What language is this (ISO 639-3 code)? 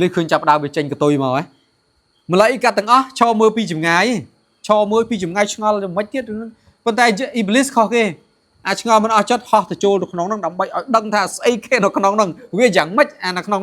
khm